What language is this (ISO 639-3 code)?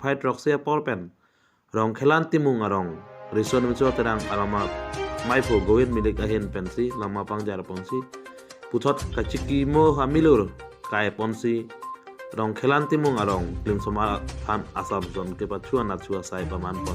mjw